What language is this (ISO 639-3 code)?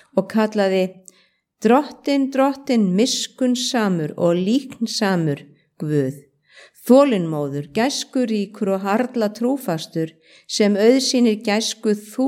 isl